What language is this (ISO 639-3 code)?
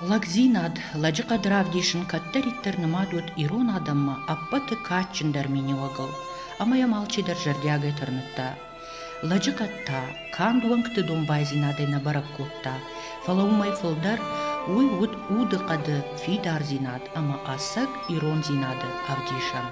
oss